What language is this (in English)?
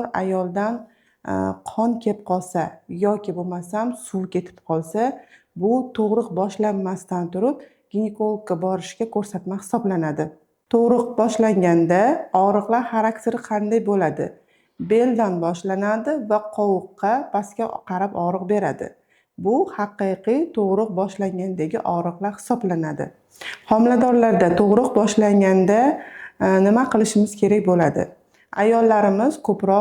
Uzbek